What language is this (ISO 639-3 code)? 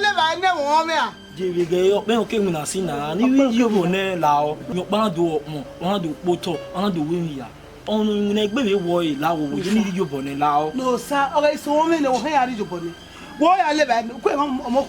bin